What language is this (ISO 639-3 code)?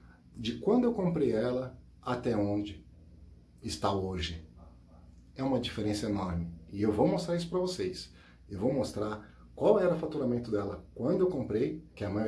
por